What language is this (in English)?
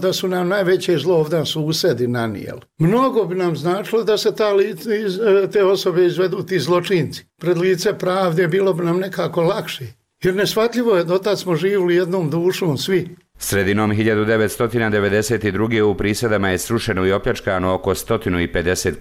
Bosnian